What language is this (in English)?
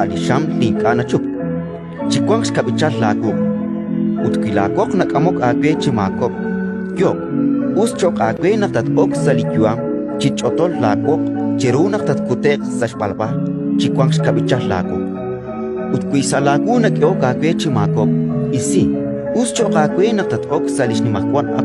Kekchí